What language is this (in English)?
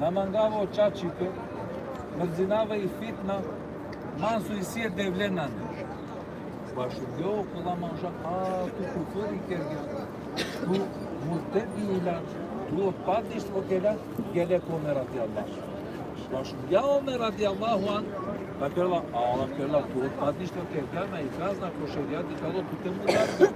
Balkan Romani